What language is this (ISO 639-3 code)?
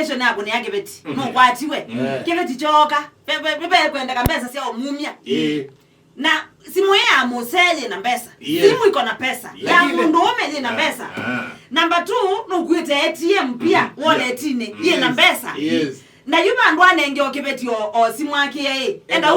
kam